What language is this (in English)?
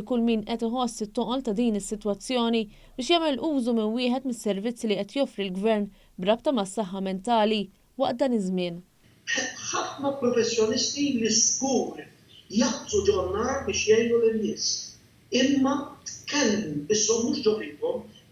Maltese